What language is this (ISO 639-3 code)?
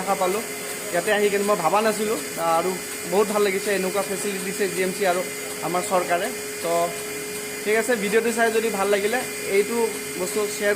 asm